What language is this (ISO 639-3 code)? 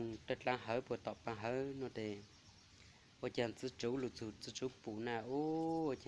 hmn